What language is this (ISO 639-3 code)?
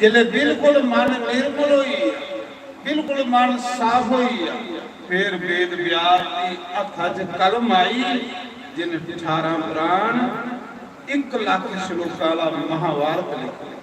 doi